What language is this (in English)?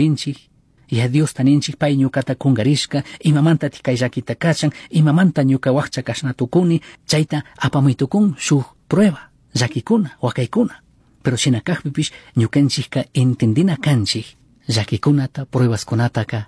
Chimborazo Highland Quichua